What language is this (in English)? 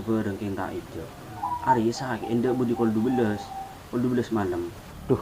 Madurese